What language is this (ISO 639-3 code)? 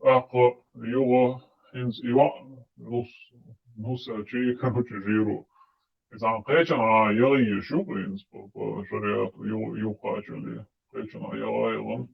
che